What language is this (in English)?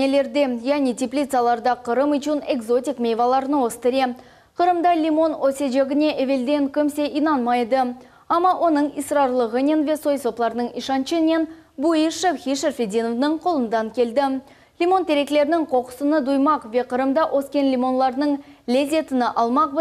Crimean Tatar